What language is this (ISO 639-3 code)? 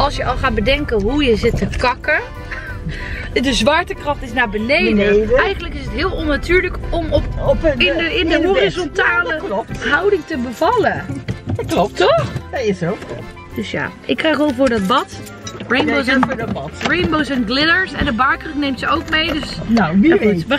nld